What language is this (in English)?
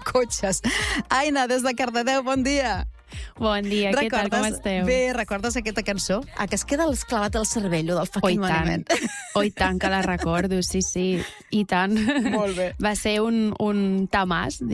Catalan